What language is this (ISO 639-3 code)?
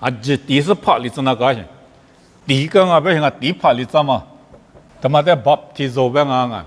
lis